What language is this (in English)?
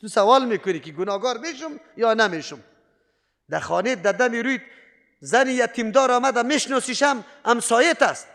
Persian